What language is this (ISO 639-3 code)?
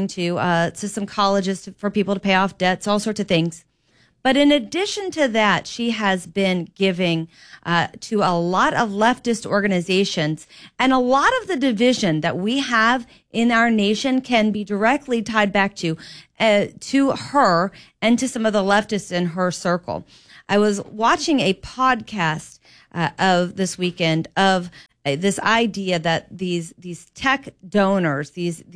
eng